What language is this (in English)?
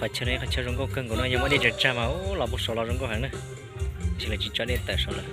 Hmong